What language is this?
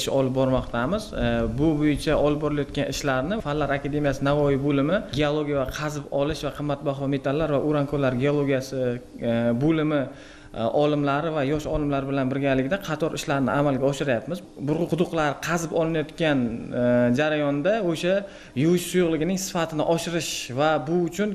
Uzbek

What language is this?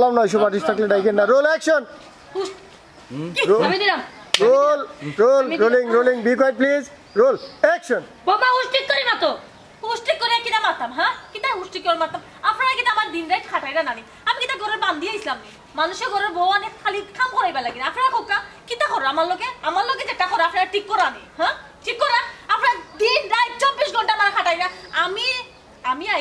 Sylheti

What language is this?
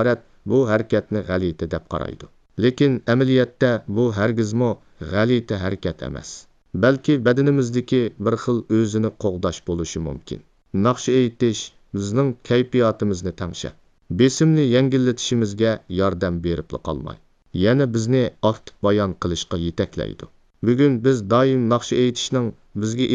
Uyghur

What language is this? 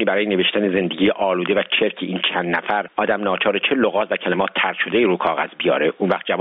Persian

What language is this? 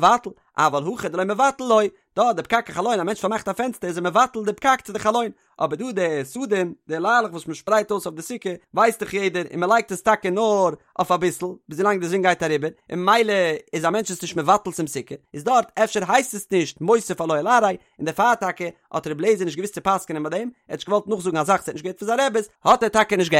Yiddish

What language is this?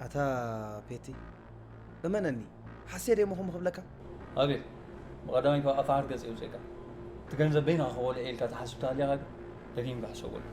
Tigrinya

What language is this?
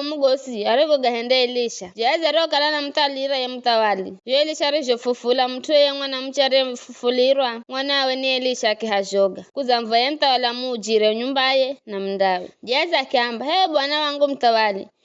Giryama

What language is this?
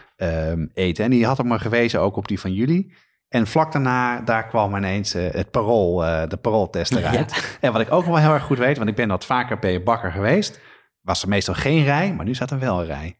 Dutch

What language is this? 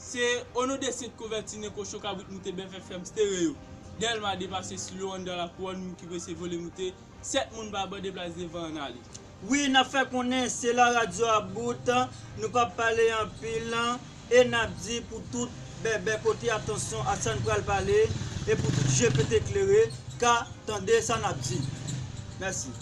Haitian Creole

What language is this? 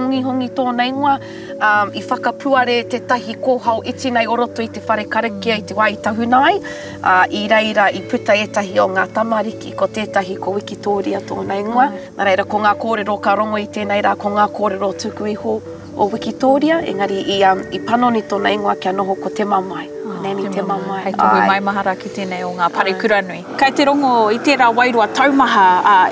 Māori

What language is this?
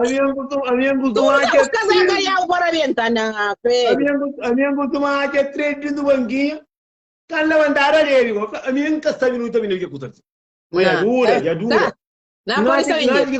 Kabuverdianu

